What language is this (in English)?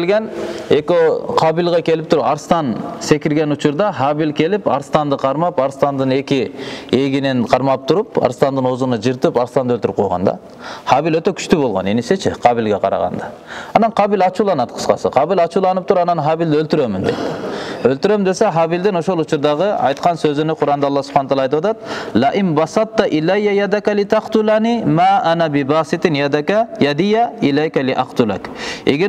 Kyrgyz